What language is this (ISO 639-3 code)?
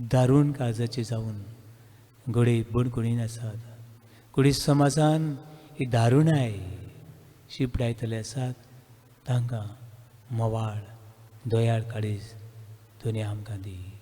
kok